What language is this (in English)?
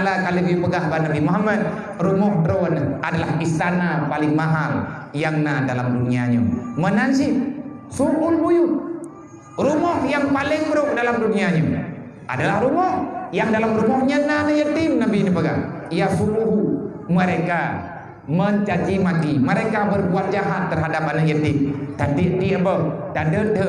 Achinese